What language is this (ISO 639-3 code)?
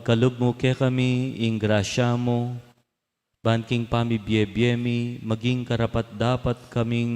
pam